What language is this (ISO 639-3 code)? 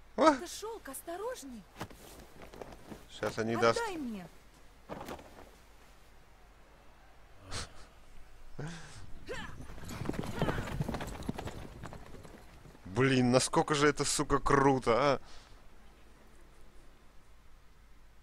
rus